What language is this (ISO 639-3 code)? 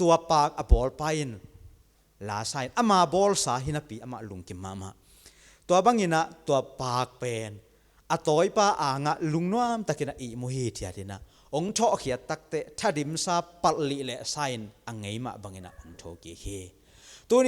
ctd